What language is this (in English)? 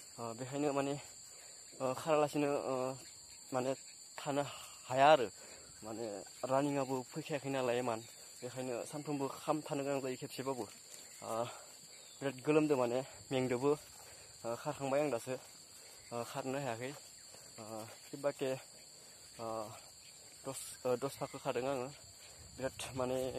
Bodo